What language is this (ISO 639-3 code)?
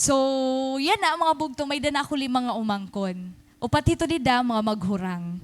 war